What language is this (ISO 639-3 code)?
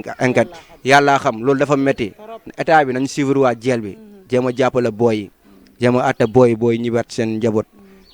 wol